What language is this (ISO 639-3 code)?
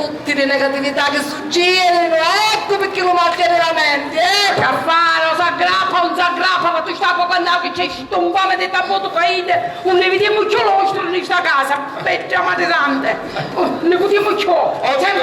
scn